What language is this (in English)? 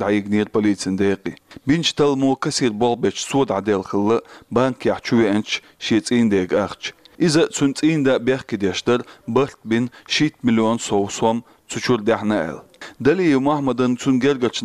Chechen